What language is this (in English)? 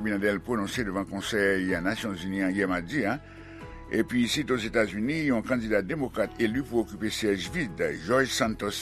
Haitian Creole